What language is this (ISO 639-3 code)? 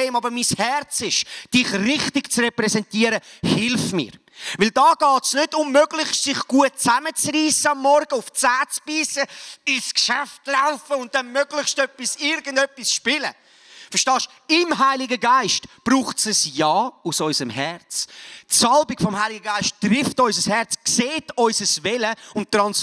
gsw